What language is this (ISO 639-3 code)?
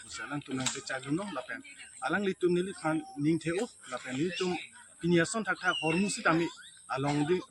mjw